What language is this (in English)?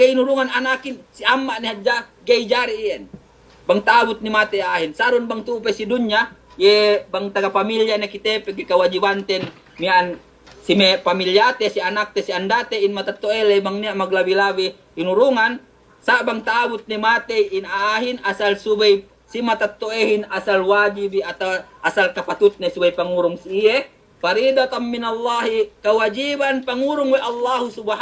Yakan